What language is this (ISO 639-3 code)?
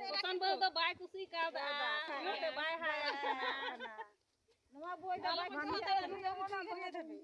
sat